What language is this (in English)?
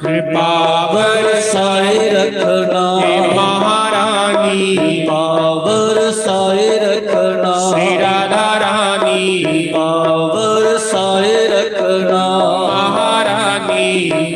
Dogri